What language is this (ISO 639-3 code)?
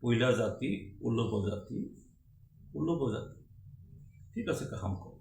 trp